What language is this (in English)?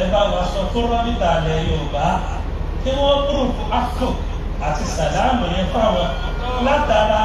Yoruba